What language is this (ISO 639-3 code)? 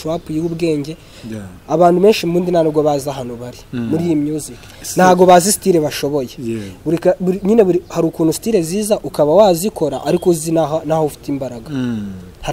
kin